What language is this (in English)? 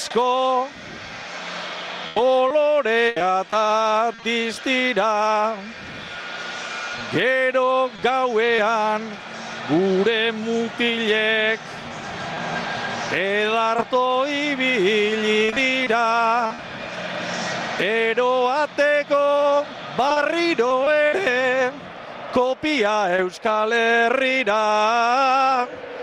Basque